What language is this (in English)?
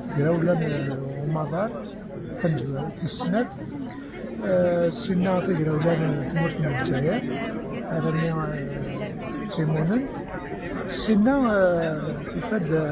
Kabyle